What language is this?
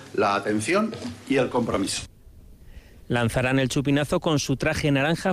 Spanish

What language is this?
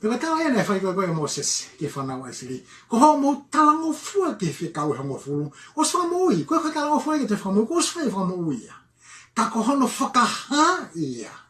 Tongan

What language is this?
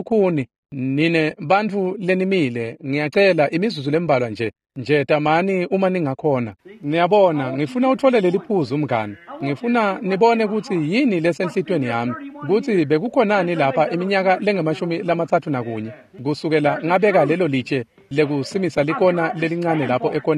Swati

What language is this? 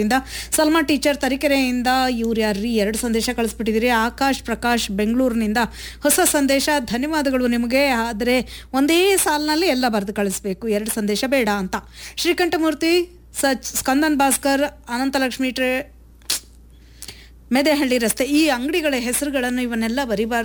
Kannada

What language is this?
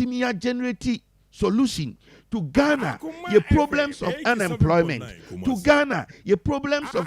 Akan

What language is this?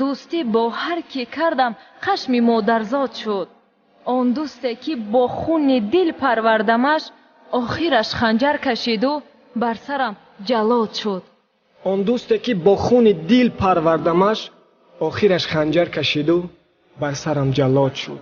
Tajik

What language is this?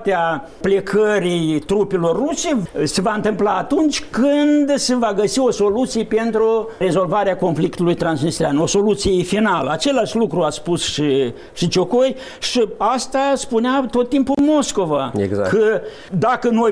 Romanian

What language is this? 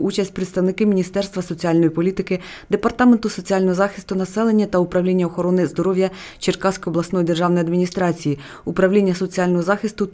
Ukrainian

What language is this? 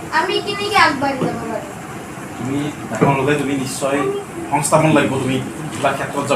Assamese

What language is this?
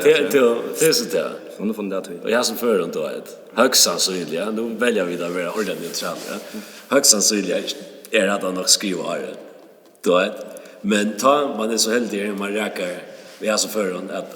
Faroese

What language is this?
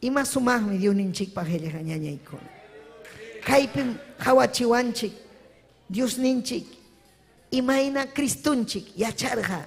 Ayacucho Quechua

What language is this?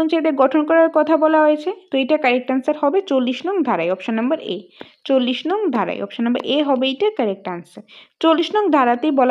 Bangla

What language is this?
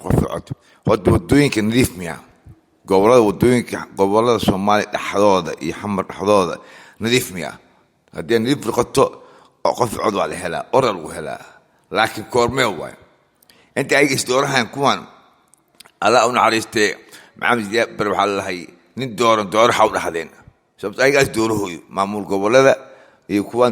Somali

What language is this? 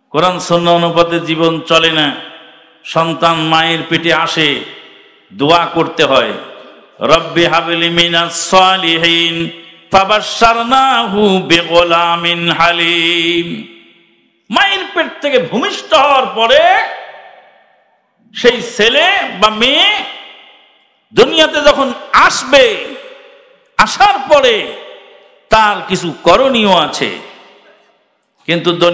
Bangla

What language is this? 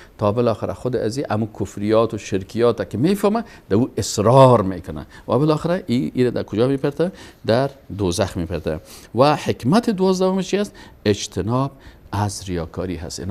Persian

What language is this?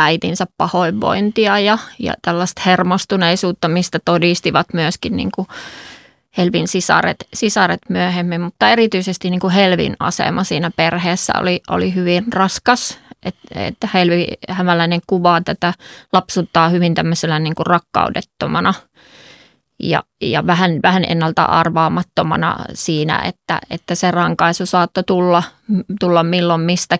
Finnish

